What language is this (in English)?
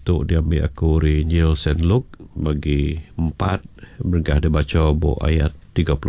Iban